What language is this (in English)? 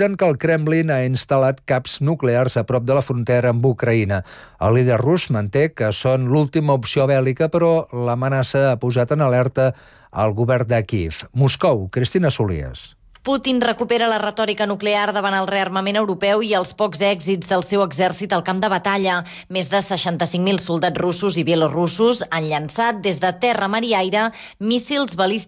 Catalan